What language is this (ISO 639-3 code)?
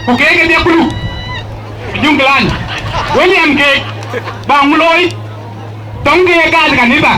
din